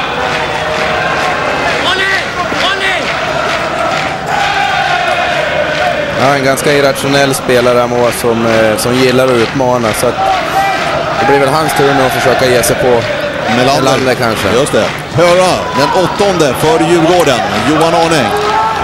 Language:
Swedish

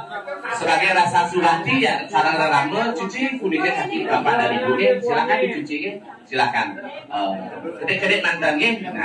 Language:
Balinese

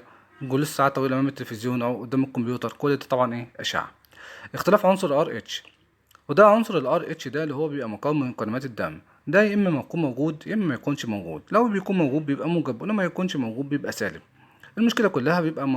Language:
Egyptian Arabic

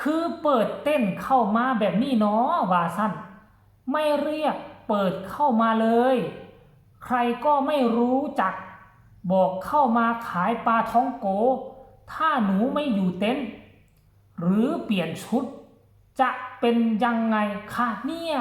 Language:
Northeastern Thai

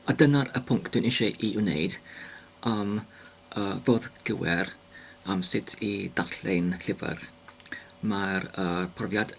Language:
Welsh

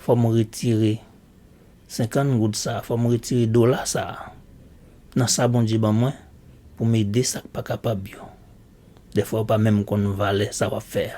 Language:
Haitian Creole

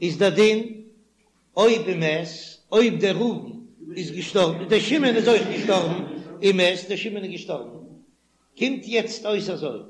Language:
Yiddish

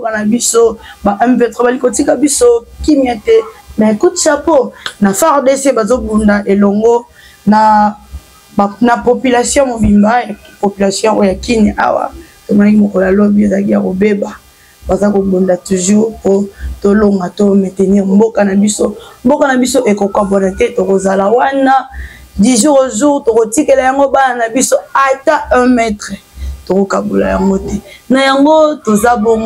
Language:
Lingala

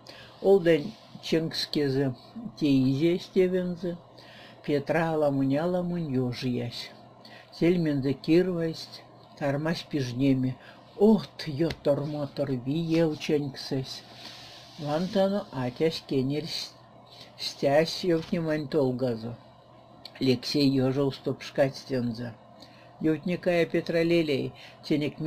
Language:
Erzya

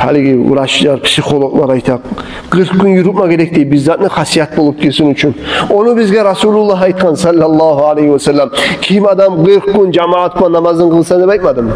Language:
Kumyk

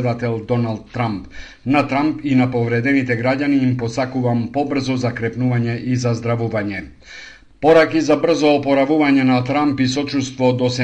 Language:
Macedonian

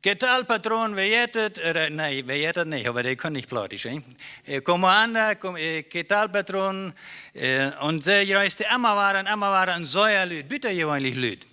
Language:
Plautdietsch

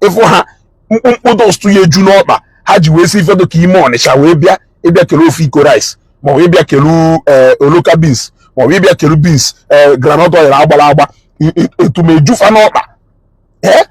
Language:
Igbo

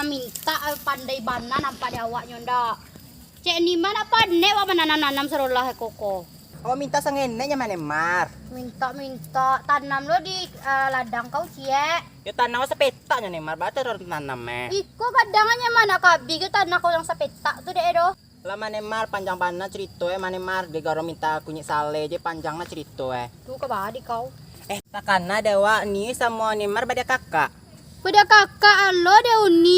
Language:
Minangkabau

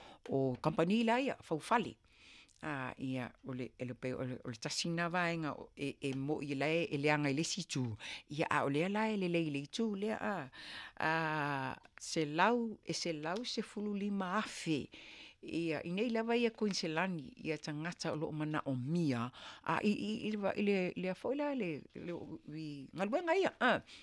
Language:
Samoan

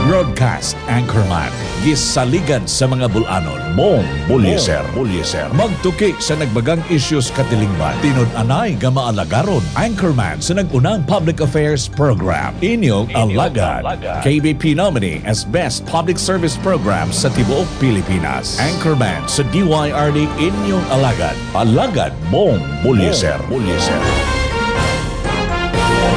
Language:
Cebuano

